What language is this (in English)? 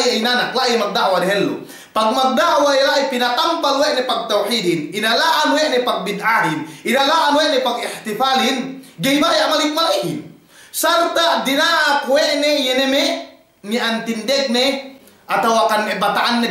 Yakan